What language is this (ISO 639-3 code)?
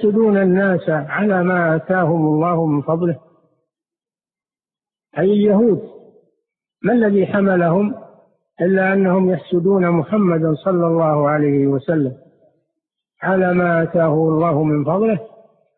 ara